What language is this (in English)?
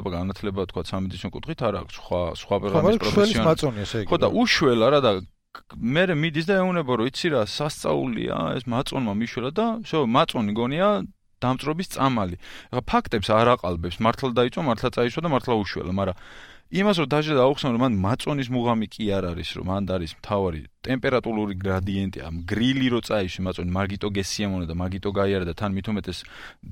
Georgian